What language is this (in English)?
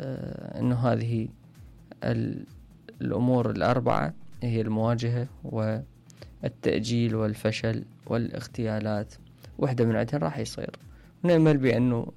Mesopotamian Arabic